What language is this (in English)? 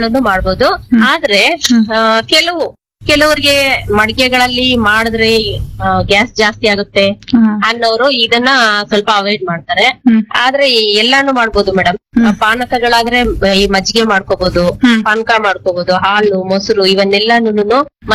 Kannada